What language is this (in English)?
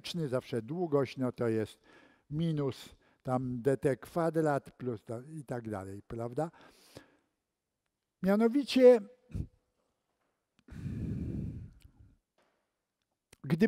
Polish